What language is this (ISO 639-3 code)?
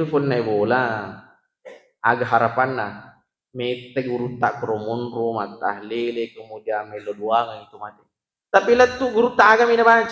bug